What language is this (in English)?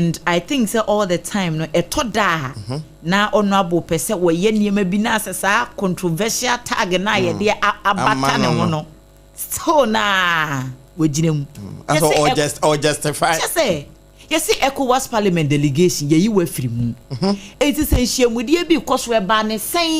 Akan